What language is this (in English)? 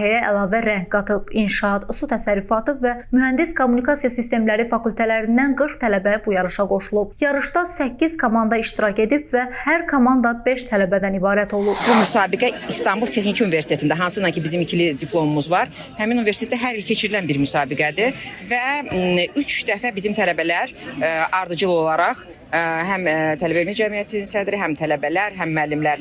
Azerbaijani